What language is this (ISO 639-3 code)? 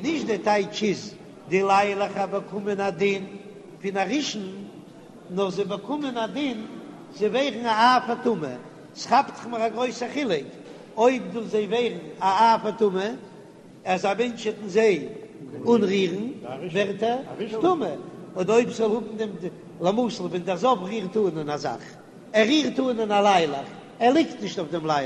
yid